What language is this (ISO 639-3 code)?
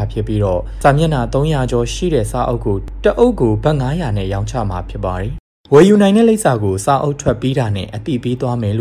mya